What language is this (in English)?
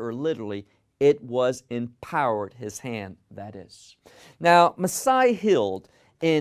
English